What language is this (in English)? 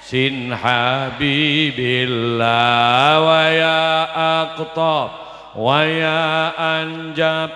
Madurese